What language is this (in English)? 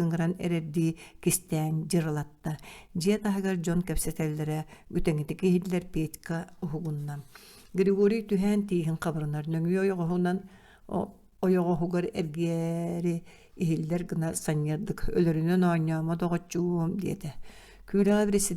Yakut